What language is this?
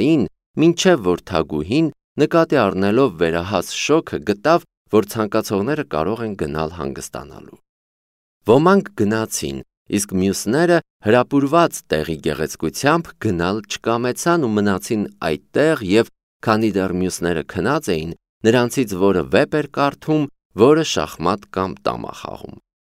Armenian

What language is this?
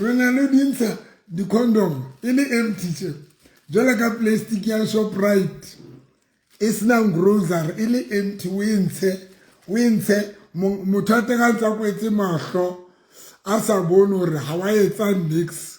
Southern Sotho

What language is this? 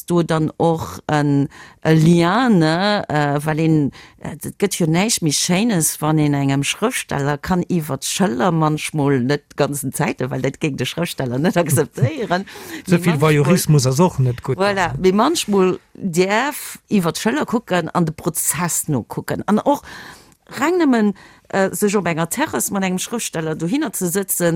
Luxembourgish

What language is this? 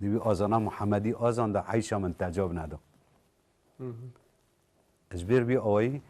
Kurdish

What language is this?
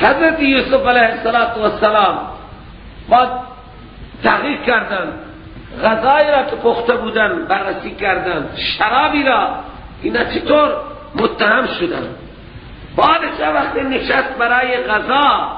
Persian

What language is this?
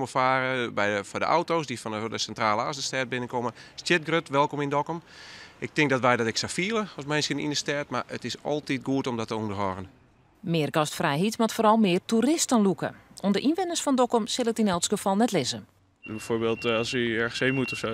Western Frisian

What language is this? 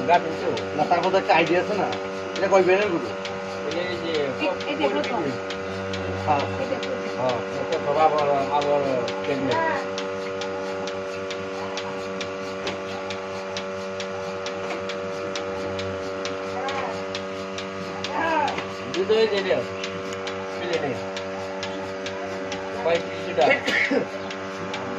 Bangla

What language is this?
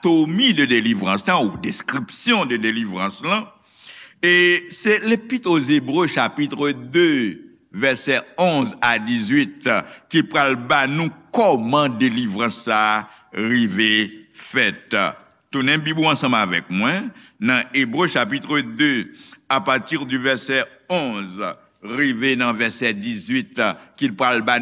Haitian Creole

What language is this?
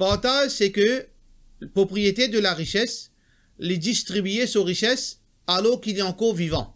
Morisyen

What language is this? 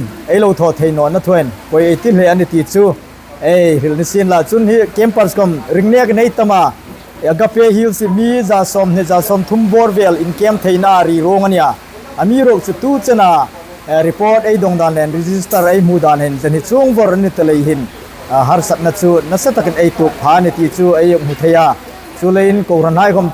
Hmar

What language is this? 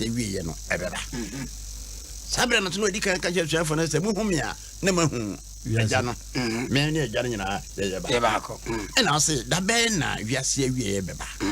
Akan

